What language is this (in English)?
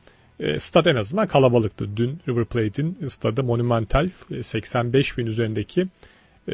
Turkish